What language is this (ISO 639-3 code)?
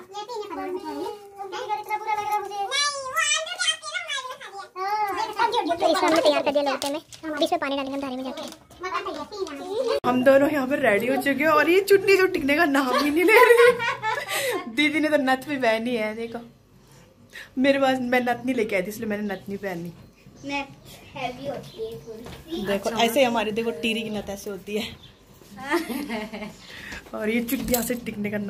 hin